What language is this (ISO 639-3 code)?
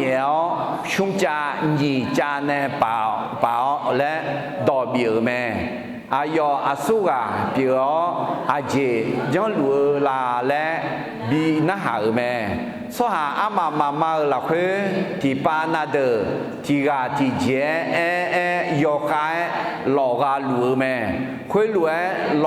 ahk